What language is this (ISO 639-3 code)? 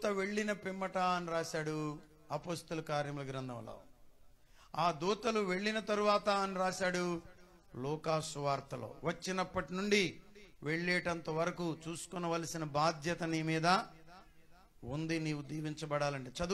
tel